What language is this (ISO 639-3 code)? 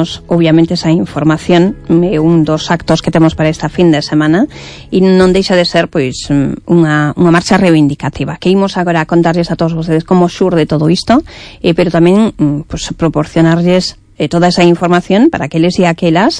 glg